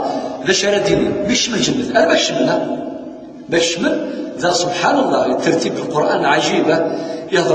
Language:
Kabyle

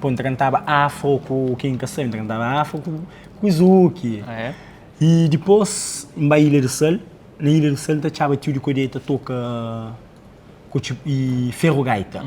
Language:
Kabuverdianu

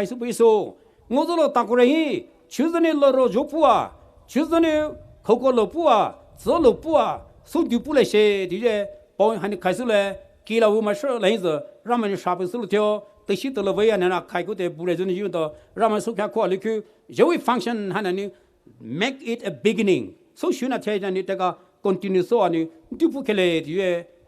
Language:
Poumei Naga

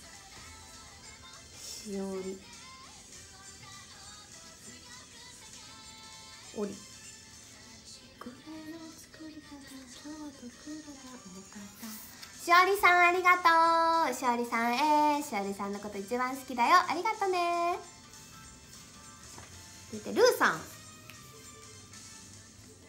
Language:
Japanese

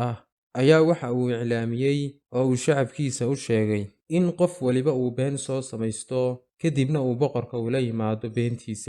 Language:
Somali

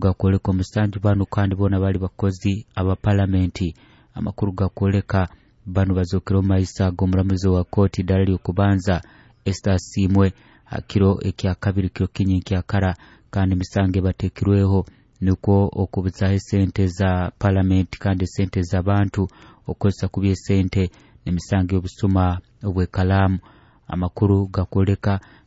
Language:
Nyoro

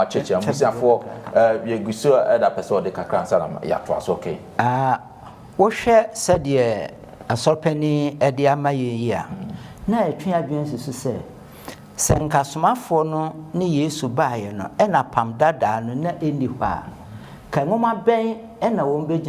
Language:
Akan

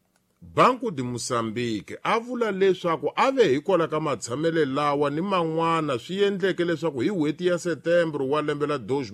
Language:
Tsonga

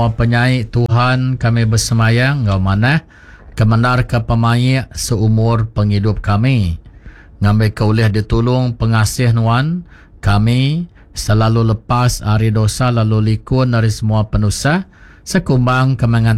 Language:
Iban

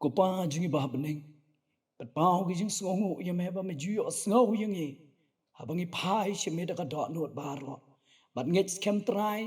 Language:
Khasi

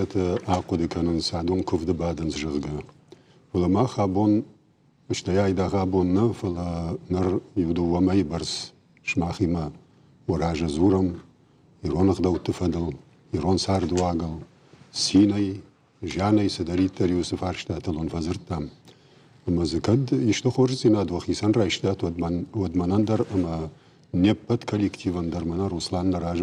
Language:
Ossetic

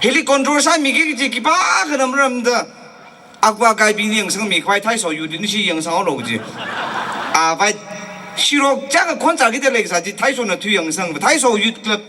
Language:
Tangkhul Naga (India)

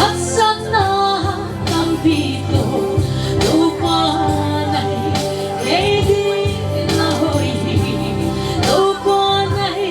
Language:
Paite Chin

